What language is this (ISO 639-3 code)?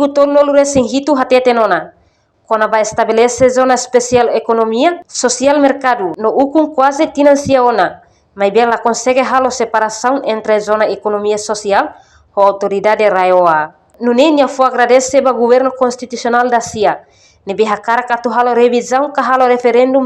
tet